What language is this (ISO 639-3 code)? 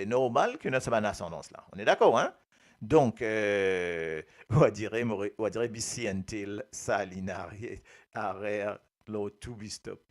mfe